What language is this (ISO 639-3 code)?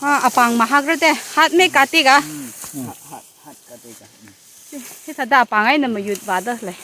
nmf